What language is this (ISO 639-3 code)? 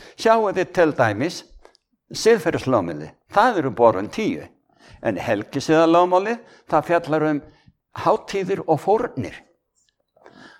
isl